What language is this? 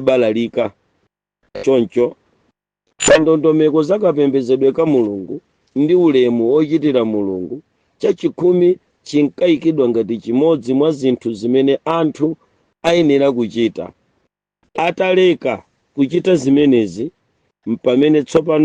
Nyanja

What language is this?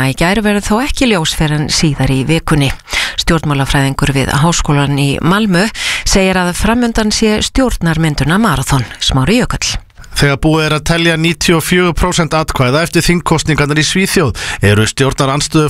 Icelandic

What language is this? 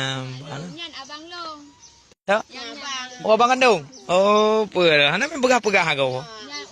Achinese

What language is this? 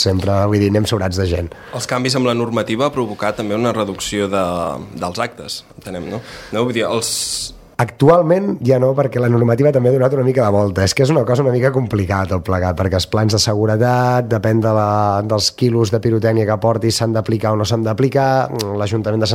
Catalan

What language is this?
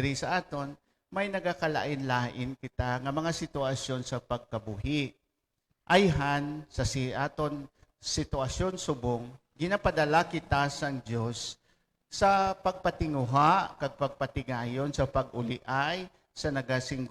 Hiligaynon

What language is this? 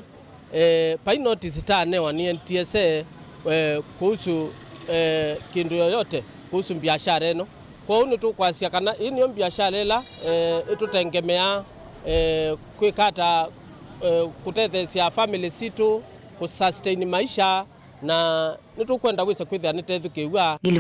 Kamba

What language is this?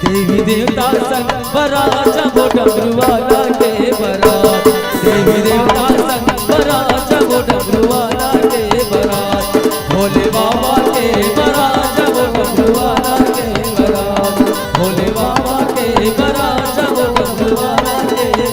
Chhattisgarhi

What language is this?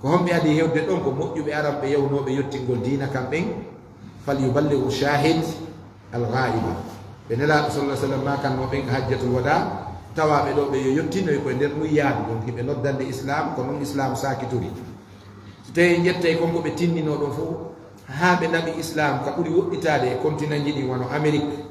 Fula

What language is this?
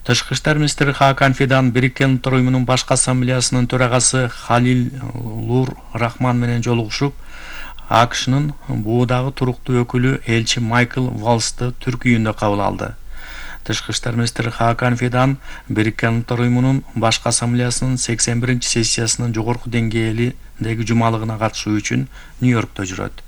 Kyrgyz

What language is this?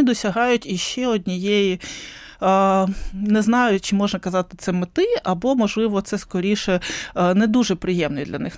Ukrainian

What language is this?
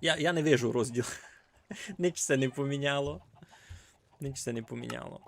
Rusyn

